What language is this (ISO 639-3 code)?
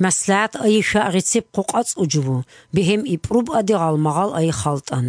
ava